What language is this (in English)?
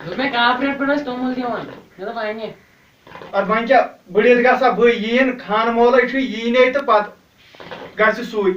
Kashmiri